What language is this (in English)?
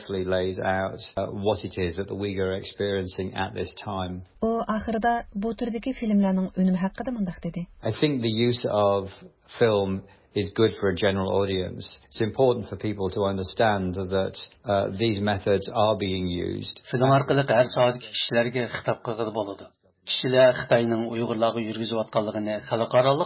Uyghur